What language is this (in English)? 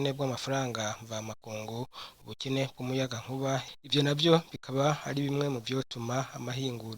Rundi